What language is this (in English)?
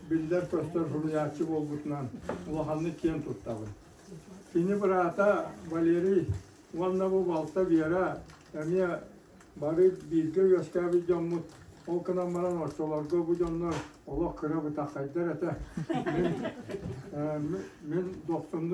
Yakut